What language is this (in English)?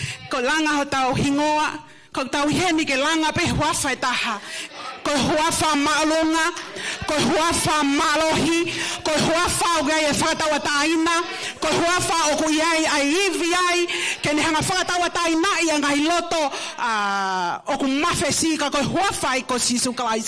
Tongan